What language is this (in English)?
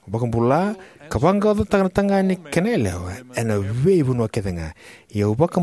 Fijian